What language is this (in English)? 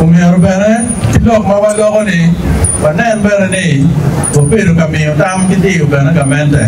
Acoli